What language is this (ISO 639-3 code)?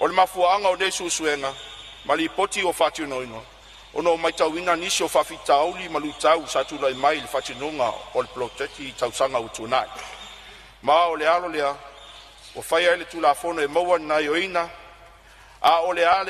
smo